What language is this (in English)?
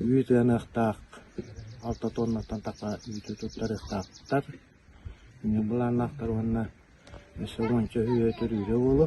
Yakut